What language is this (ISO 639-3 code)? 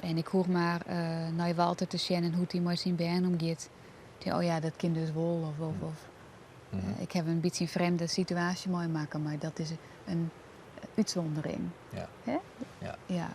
fry